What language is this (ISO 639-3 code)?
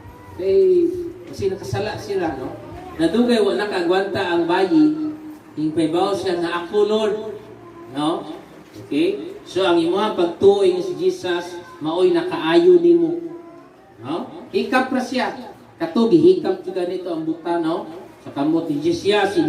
ceb